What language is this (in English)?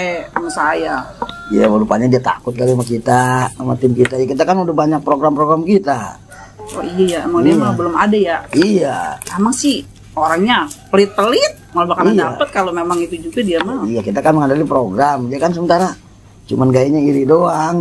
Betawi